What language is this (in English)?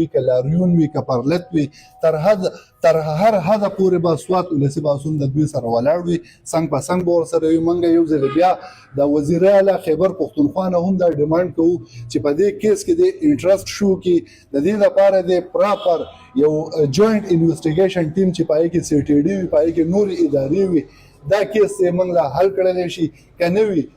Pashto